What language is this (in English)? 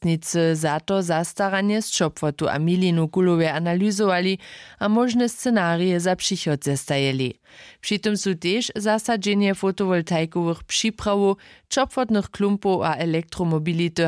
Upper Sorbian